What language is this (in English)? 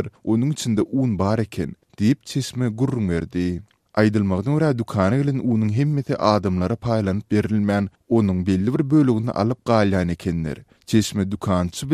Turkmen